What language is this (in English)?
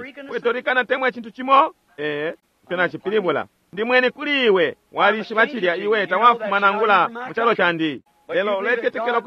Bemba